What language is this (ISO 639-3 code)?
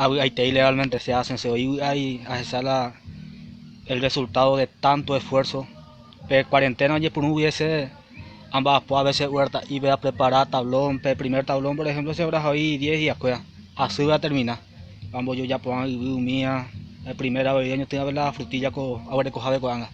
grn